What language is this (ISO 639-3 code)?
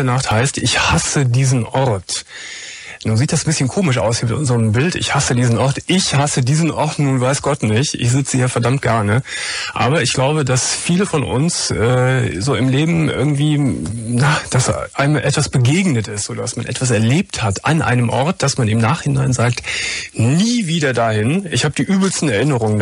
deu